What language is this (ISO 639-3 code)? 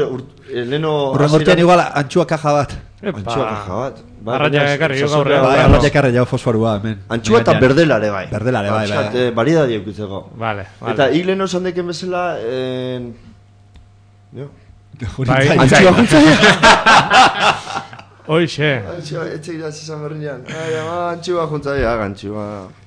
eus